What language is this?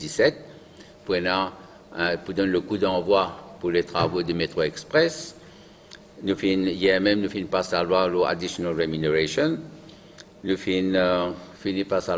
Morisyen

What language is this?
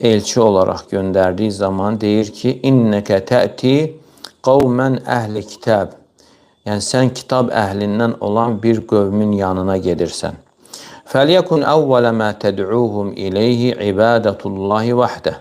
Azerbaijani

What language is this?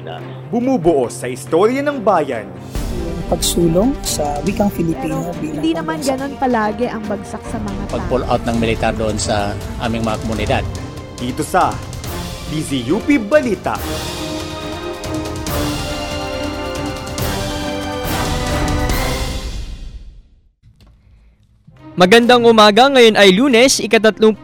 Filipino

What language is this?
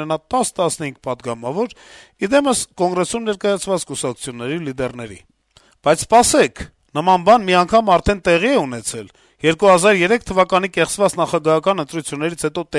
Armenian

